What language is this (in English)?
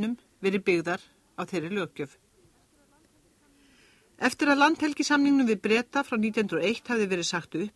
Icelandic